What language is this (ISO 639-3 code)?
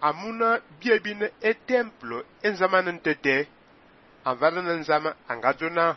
fan